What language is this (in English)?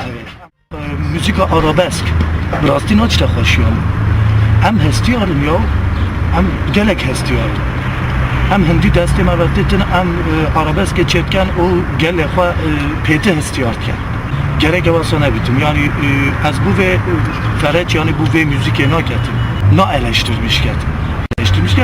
Kurdish